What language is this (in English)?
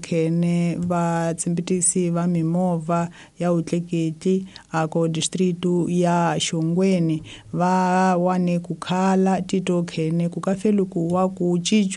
Tsonga